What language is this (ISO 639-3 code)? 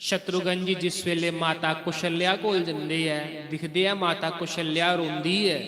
doi